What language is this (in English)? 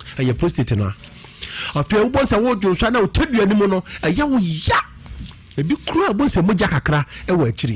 Akan